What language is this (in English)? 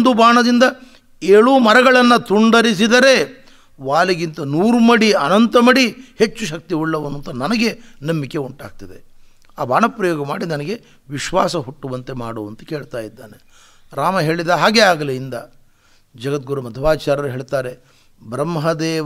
Kannada